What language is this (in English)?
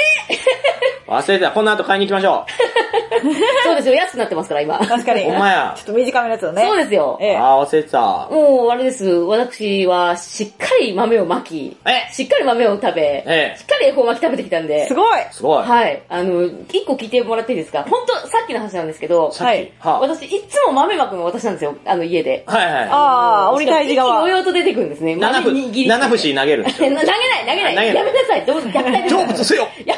Japanese